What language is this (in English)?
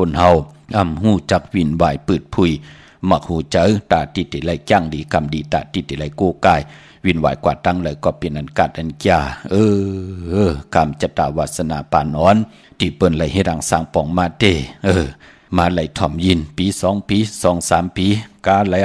Shan